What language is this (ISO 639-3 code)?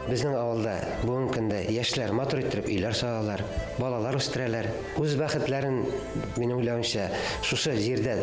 bak